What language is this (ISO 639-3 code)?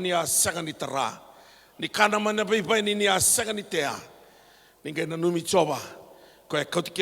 fij